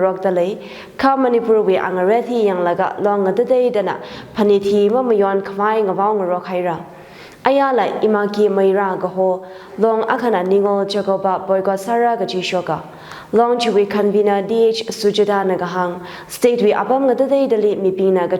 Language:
Tangkhul Naga (India)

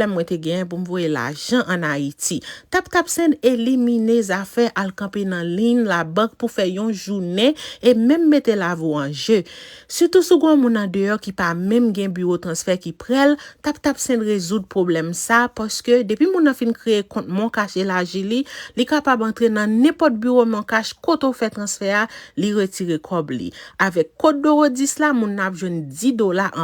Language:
Haitian Creole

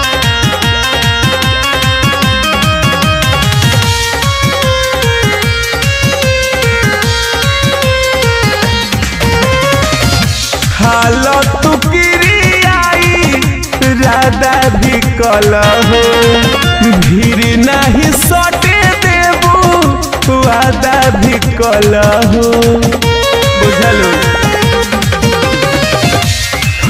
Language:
Bhojpuri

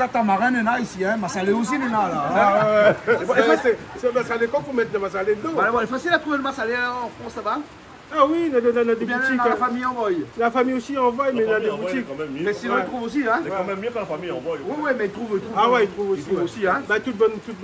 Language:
Réunion Creole French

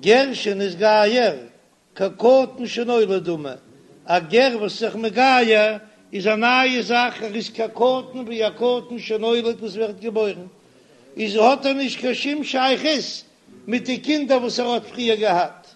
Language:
Yiddish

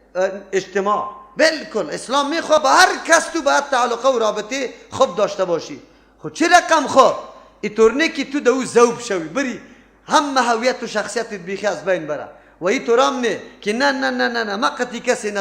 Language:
Persian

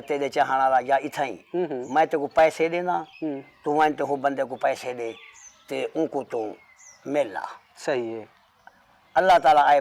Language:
Saraiki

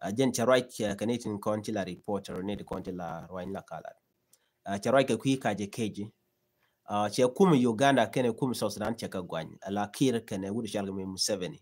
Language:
Nuer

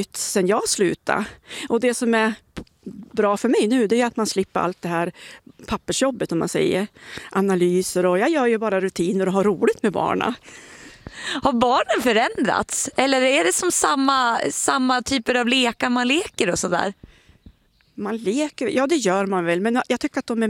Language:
Swedish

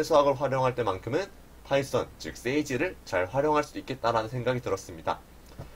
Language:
Korean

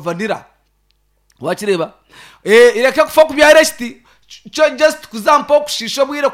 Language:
Nyankole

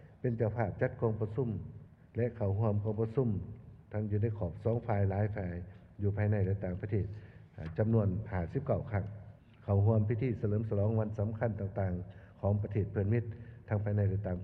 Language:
Lao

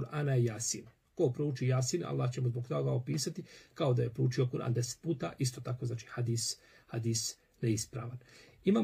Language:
Bosnian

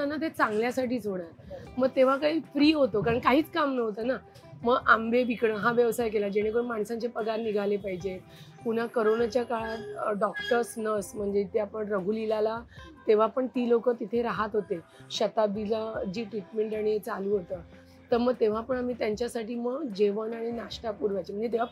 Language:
Marathi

